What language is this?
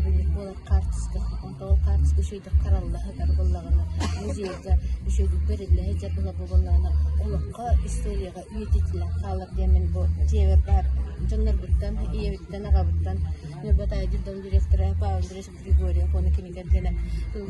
Yakut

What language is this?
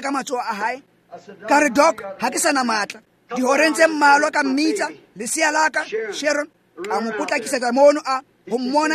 Tswana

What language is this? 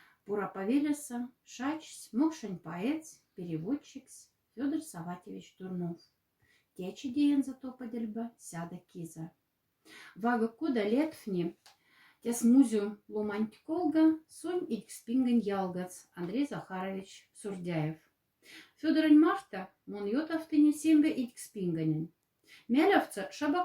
Moksha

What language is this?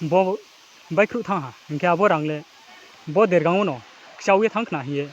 Riang (India)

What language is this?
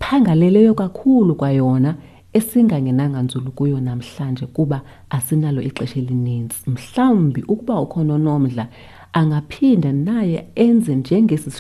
Xhosa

